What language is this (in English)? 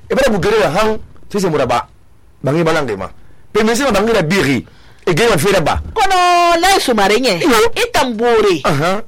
Susu